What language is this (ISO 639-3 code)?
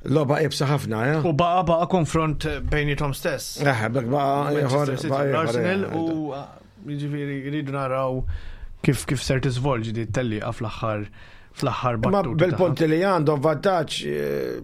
mlt